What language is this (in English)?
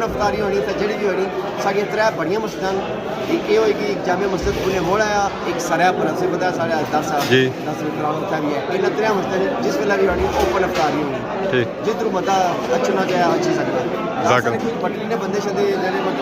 Pahari-Potwari